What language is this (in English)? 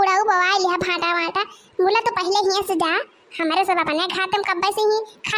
Awadhi